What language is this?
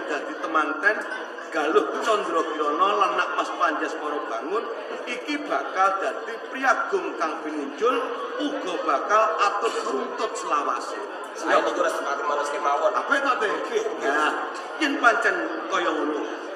Javanese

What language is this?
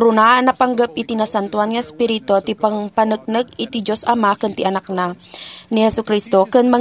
Iloko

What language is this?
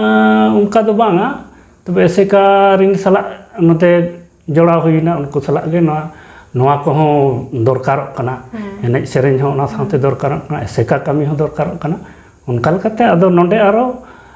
Santali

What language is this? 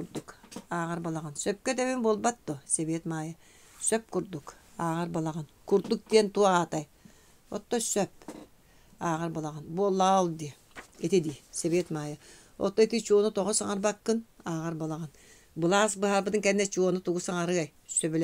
Yakut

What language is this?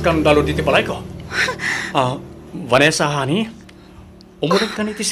Iloko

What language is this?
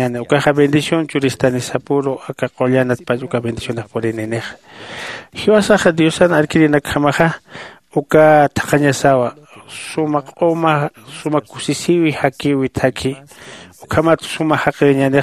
Aymara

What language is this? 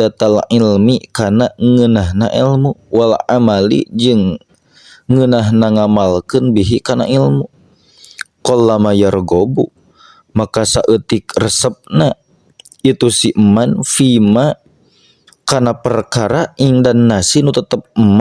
Sundanese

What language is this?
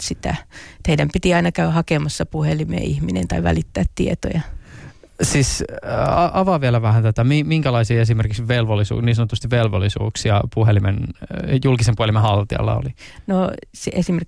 Finnish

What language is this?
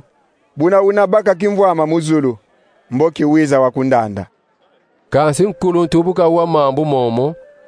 Kongo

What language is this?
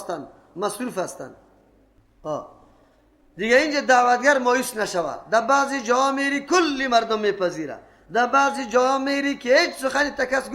Persian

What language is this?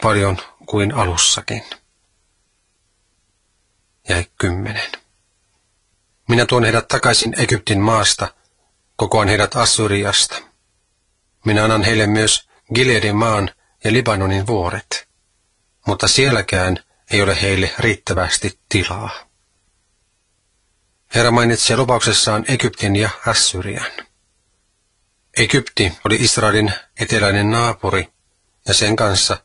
Finnish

